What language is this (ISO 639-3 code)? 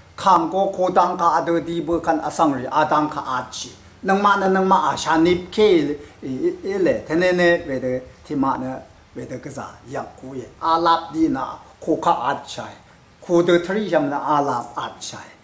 raw